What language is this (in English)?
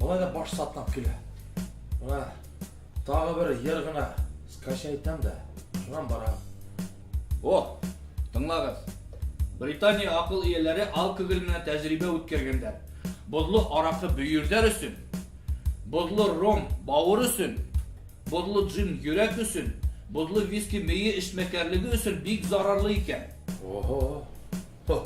Bashkir